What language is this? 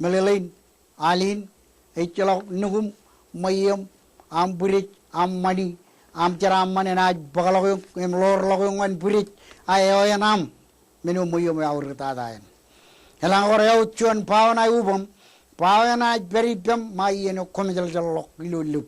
Marshallese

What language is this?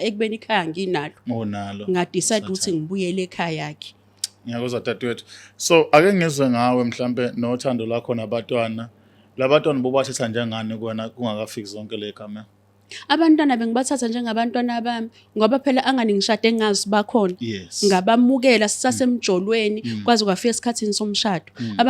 Zulu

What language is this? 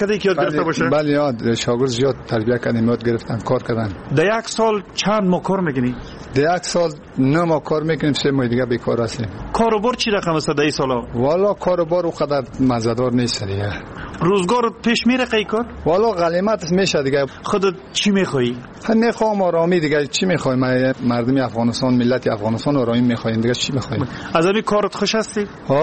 Persian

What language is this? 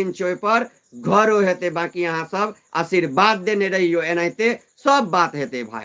Maithili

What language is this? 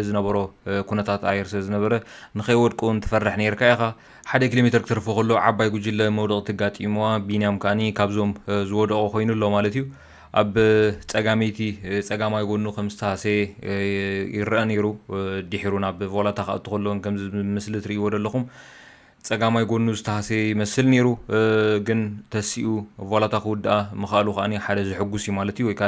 Tigrinya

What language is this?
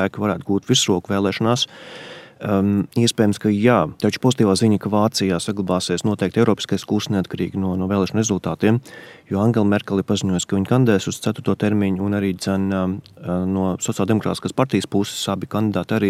Latvian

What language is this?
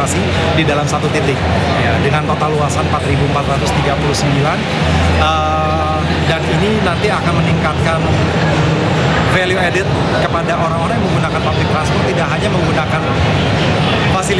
Indonesian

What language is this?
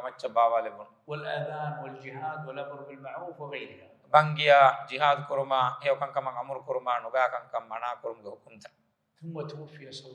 Divehi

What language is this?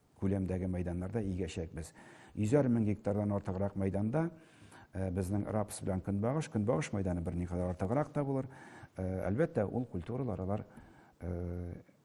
Tatar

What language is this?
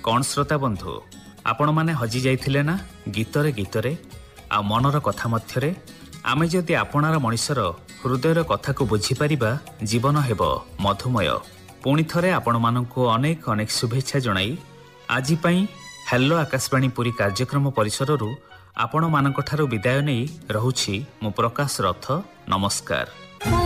Odia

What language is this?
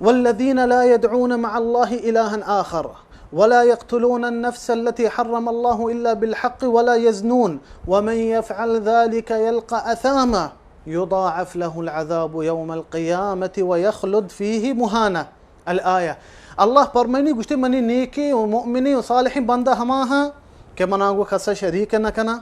Baluchi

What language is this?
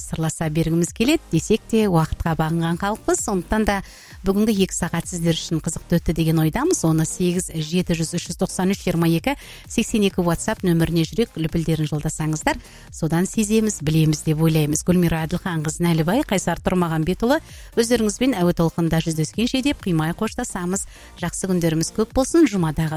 Kazakh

